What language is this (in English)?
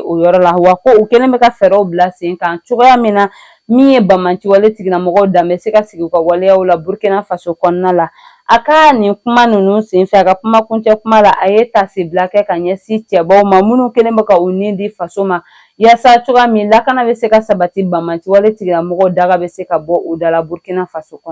Bambara